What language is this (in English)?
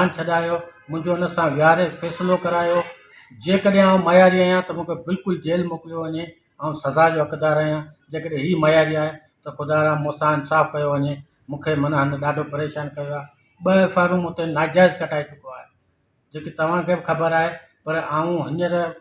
Sindhi